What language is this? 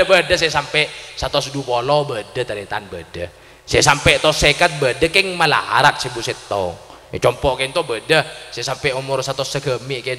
Madurese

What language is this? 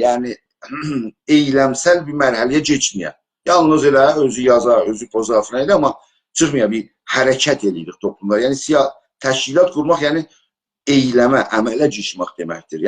South Azerbaijani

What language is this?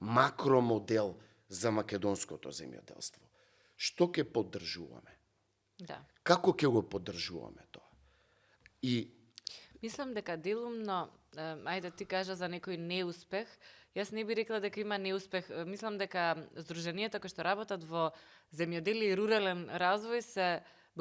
Macedonian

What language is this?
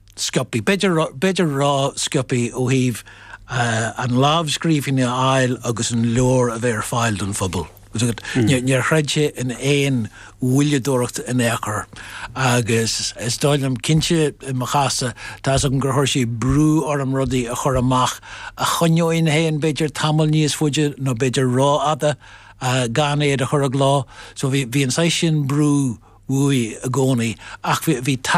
Irish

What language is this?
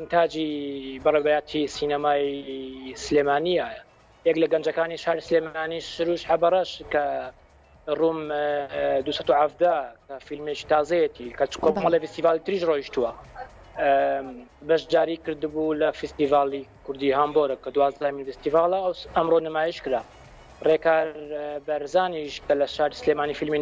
Central Kurdish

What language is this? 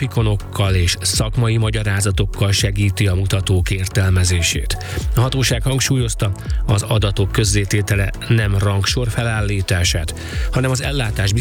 Hungarian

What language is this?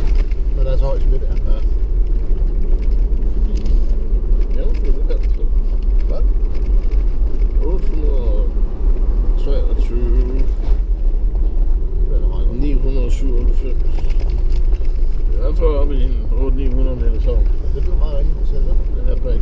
Danish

